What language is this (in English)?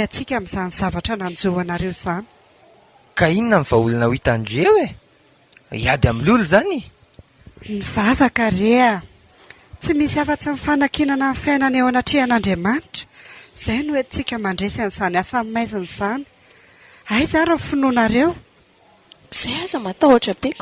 Malagasy